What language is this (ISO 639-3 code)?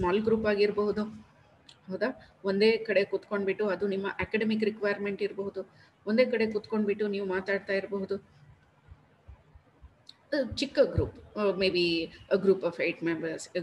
kan